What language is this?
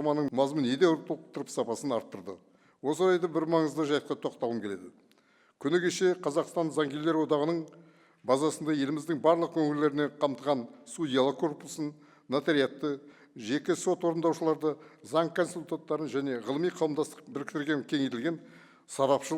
Kazakh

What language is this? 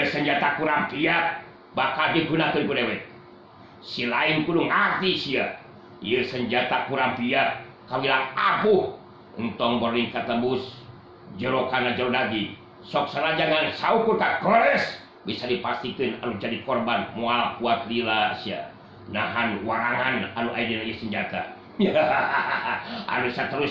Sundanese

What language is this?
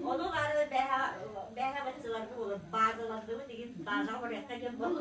Yakut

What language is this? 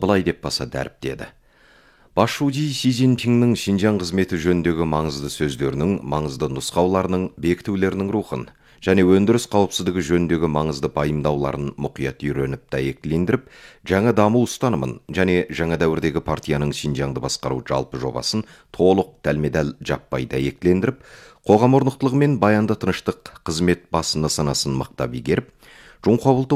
Kazakh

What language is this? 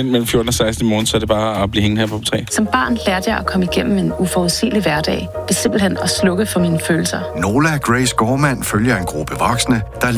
Danish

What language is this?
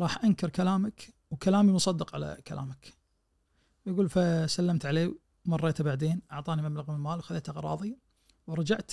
Najdi Arabic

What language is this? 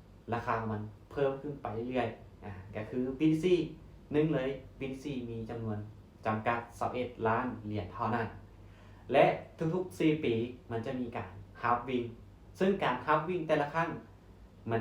Lao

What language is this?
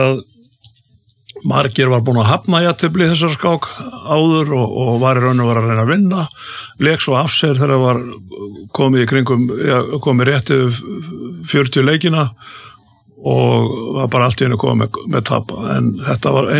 Icelandic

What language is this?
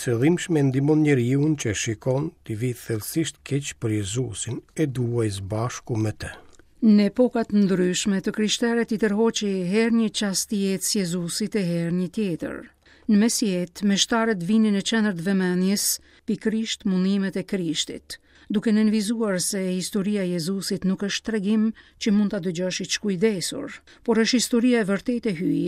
Albanian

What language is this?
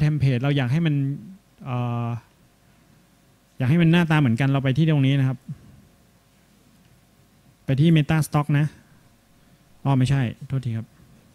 Thai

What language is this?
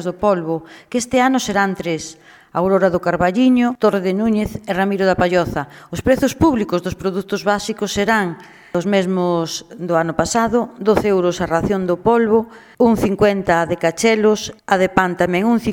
Galician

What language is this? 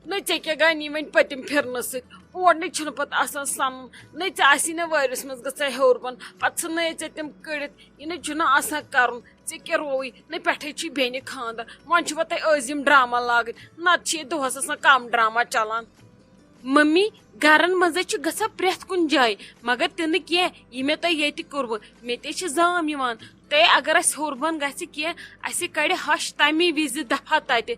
Kashmiri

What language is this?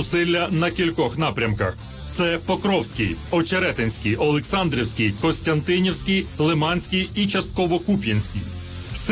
Ukrainian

